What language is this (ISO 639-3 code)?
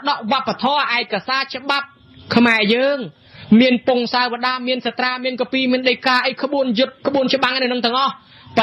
khm